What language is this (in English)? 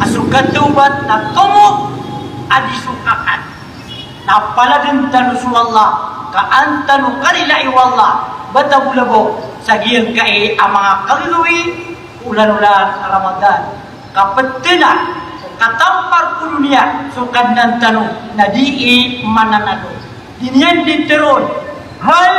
Maranao